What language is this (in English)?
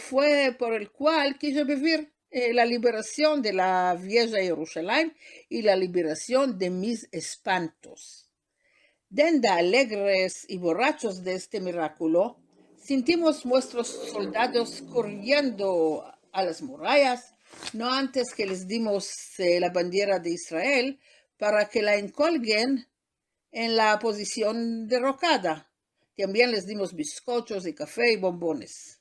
Ladino